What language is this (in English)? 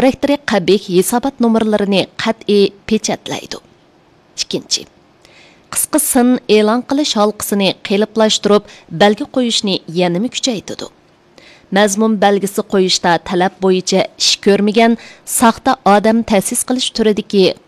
Uyghur